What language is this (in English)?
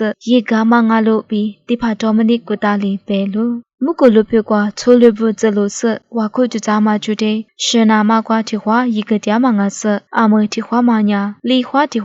Lisu